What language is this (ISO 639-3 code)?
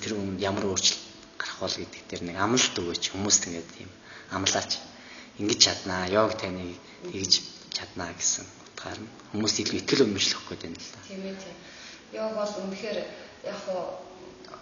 mon